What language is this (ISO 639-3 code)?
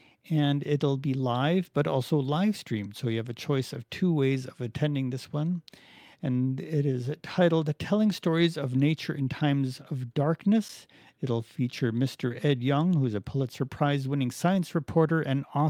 eng